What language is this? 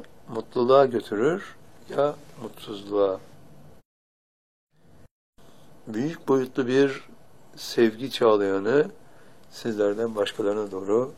Turkish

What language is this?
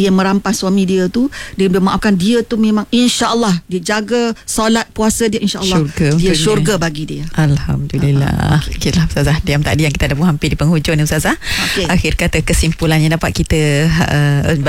Malay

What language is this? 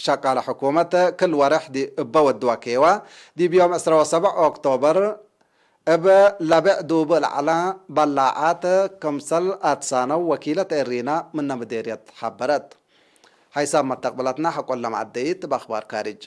Tigre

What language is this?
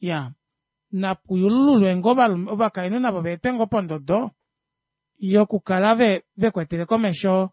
Kuanyama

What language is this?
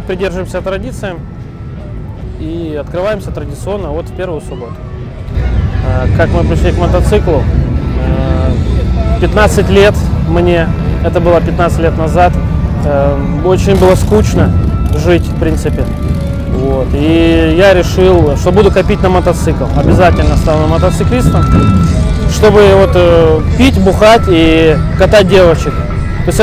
Russian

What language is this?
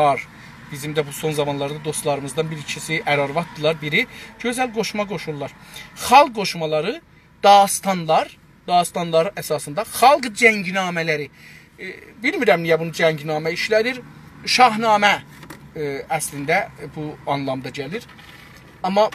South Azerbaijani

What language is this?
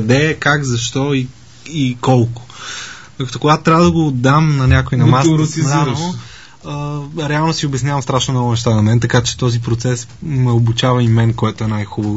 Bulgarian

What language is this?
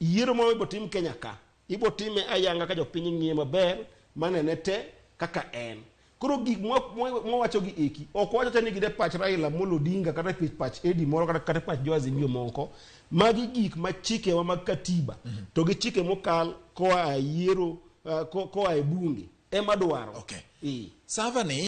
Luo (Kenya and Tanzania)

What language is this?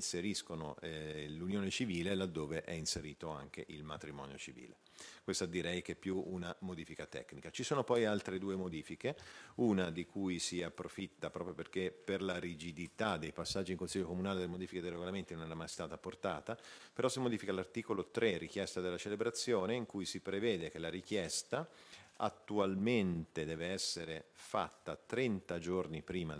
Italian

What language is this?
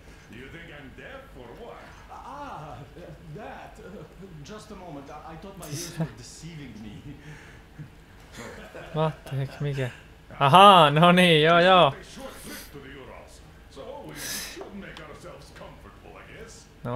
Finnish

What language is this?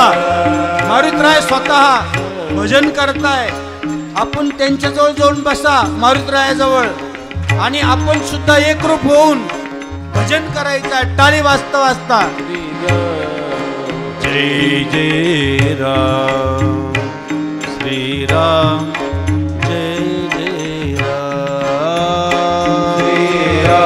Marathi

